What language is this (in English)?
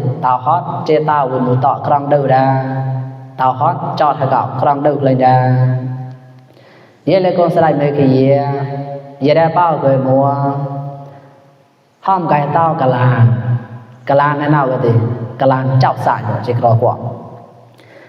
Mon